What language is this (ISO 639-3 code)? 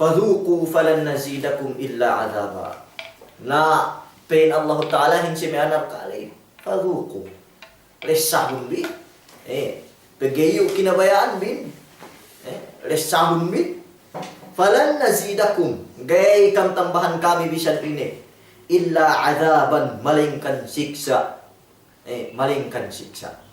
yka